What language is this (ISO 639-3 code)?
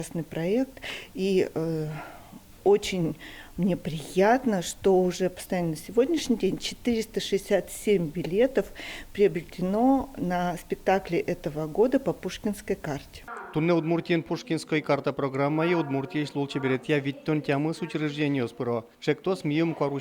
udm